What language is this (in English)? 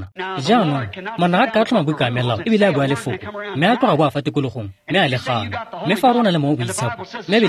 Tswana